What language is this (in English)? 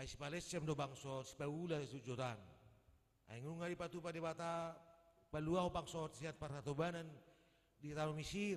Batak Toba